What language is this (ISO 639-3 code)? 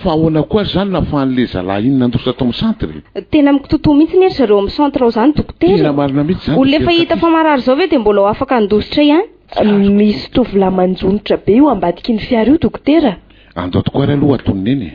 mlg